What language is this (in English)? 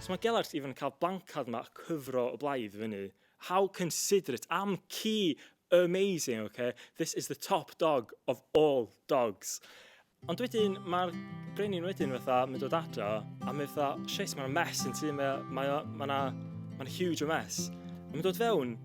Welsh